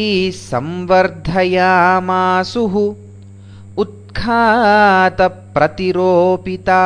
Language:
Sanskrit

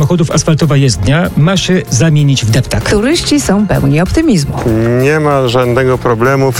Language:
Polish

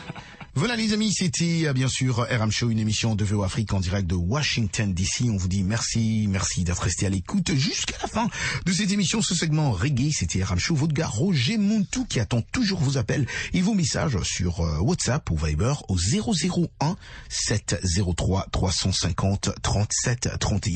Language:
French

